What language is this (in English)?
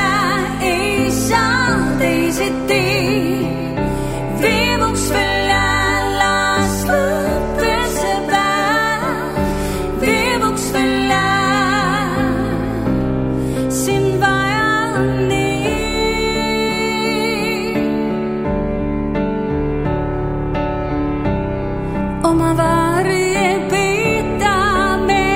Estonian